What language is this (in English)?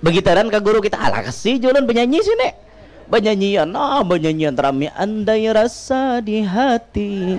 Banjar